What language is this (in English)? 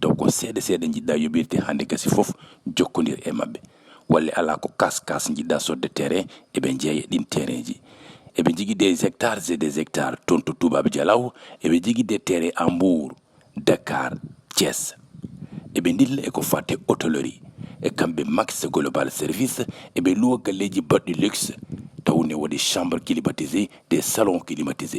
Fula